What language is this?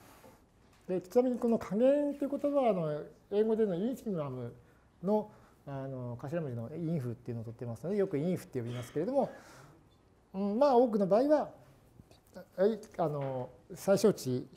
Japanese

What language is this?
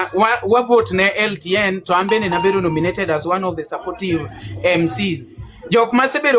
Luo (Kenya and Tanzania)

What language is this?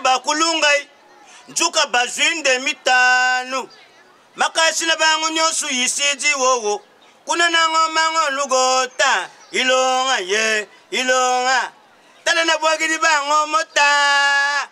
Lingala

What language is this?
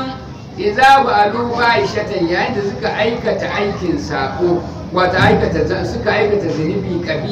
Hausa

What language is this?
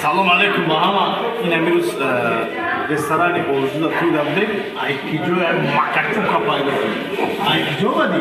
Tajik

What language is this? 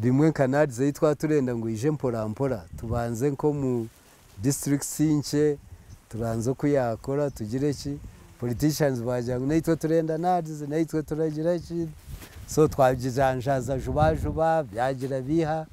Nyankole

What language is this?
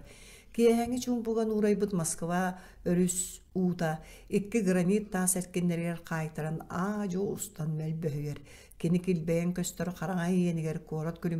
Yakut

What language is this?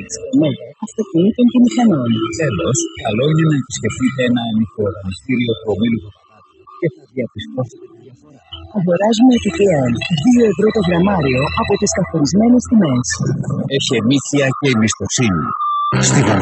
Greek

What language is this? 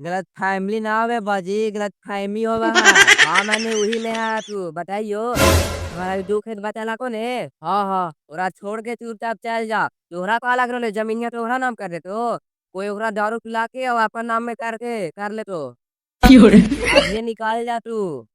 Magahi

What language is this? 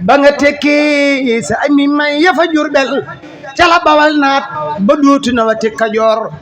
Wolof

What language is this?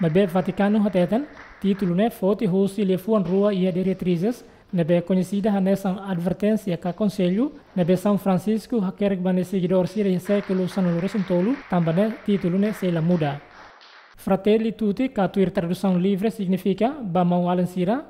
Tetum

